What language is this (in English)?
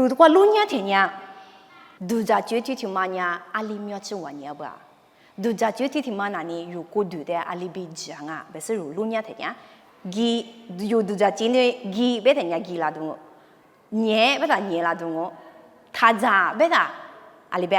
Lisu